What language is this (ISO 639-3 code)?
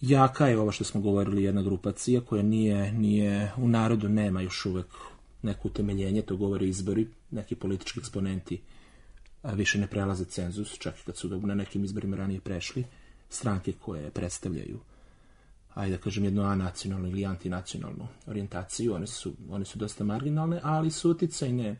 srp